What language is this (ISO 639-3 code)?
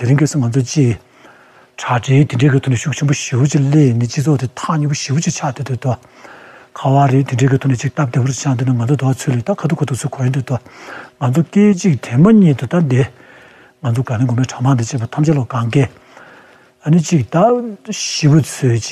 bod